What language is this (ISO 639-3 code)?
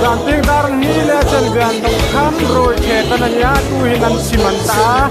hmr